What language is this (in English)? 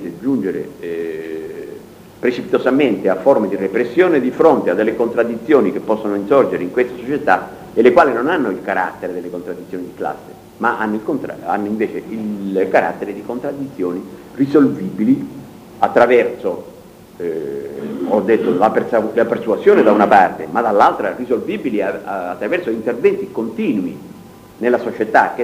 Italian